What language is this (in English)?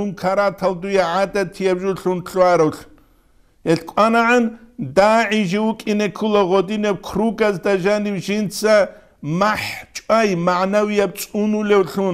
Avaric